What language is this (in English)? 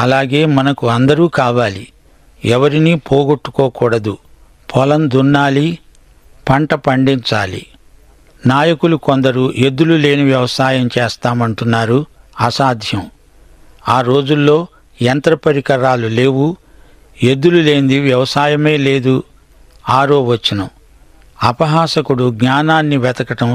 Telugu